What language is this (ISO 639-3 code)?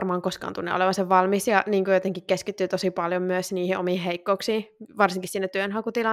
fin